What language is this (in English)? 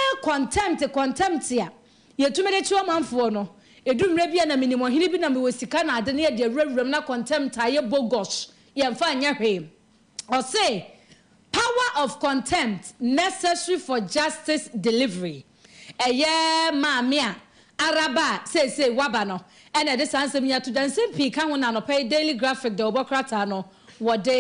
Akan